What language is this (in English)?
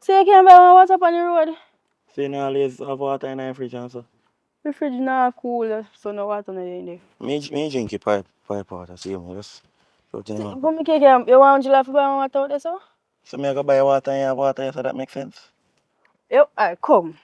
Jamaican Creole English